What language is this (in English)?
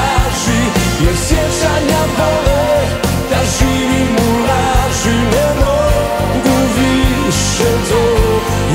Serbian